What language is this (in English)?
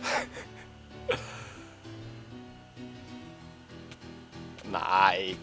Swiss German